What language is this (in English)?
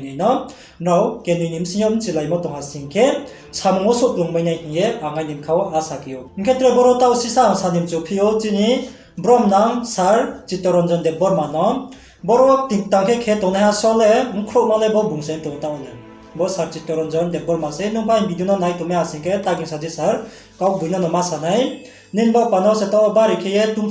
Riang (India)